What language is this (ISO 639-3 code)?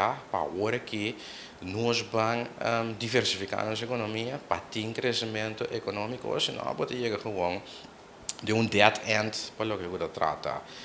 pap